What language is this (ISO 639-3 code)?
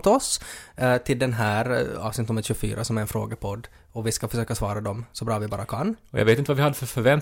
swe